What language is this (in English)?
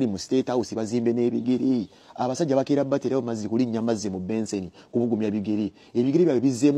Ganda